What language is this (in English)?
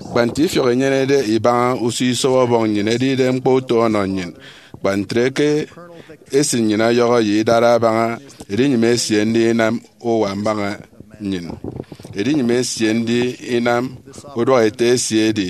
Efik